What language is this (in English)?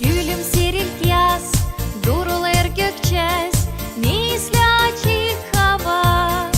Gagauz